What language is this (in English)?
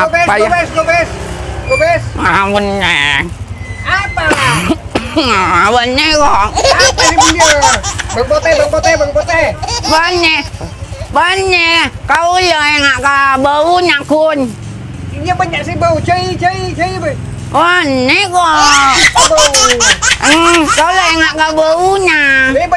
Madurese